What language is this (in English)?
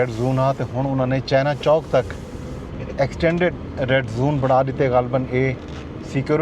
Saraiki